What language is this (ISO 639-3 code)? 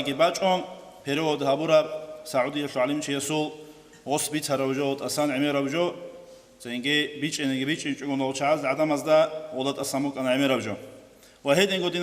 ava